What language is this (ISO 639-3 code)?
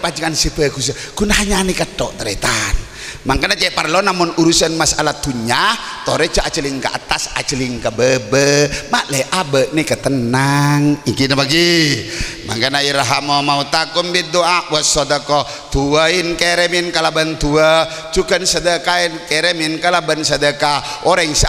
mad